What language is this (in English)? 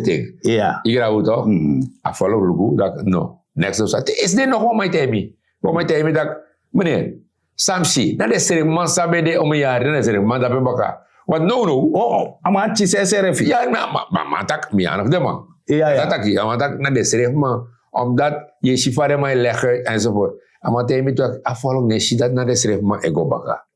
Sranan Tongo